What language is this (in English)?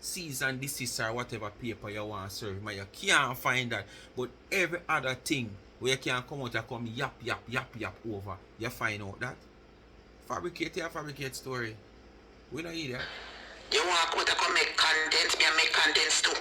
Jamaican Creole English